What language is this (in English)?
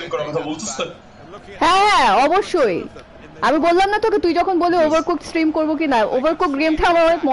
Bangla